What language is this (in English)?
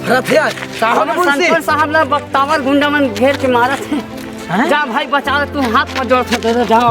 Chhattisgarhi